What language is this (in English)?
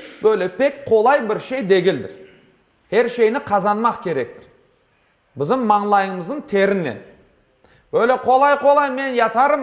Crimean Tatar